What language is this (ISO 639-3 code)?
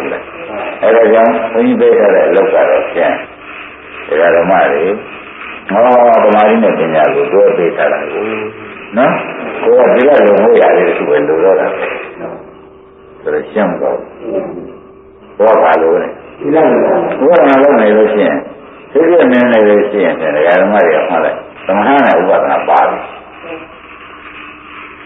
mya